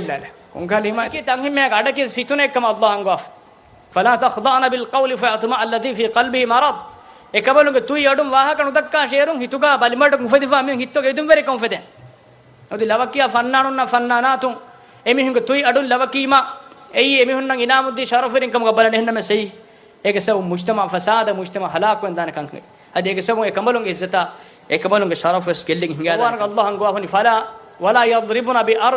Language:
Divehi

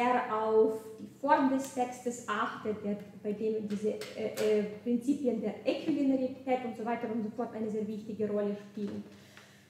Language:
German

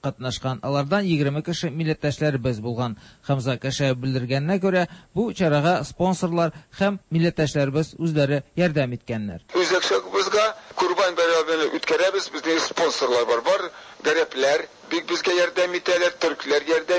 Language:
Tatar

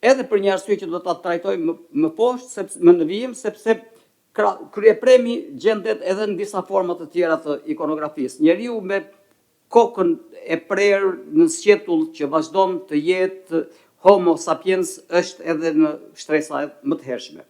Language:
Albanian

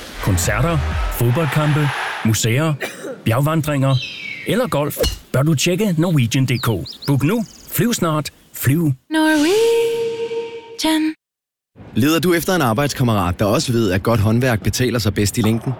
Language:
Danish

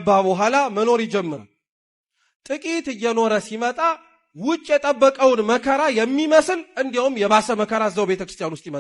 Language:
Amharic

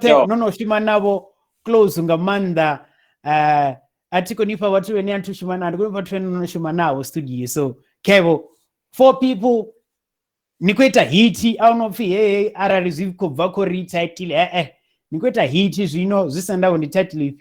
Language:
Venda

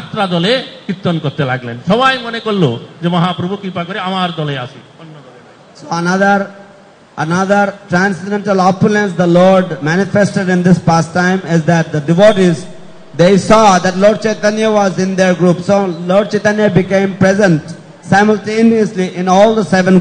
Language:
Bangla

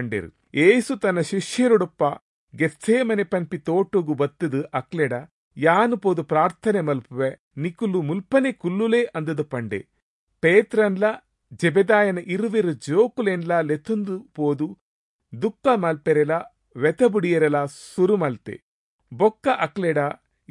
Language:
Tulu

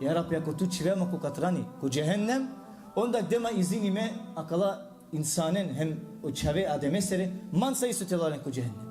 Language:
Balkan Romani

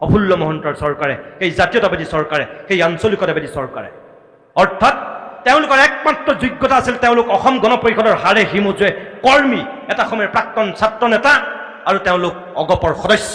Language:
Assamese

